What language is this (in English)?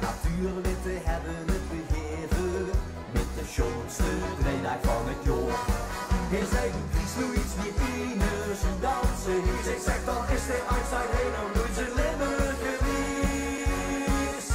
Limburgish